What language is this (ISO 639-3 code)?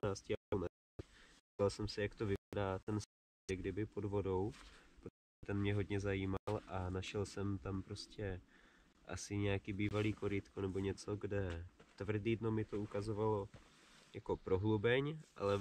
ces